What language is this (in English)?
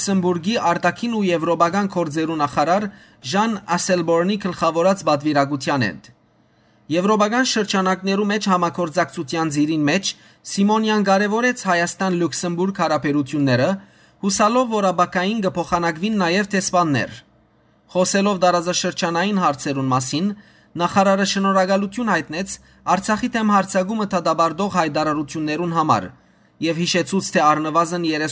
Western Armenian